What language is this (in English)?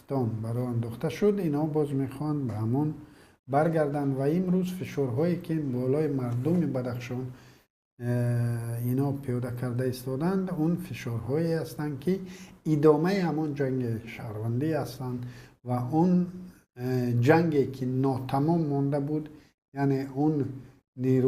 Tajik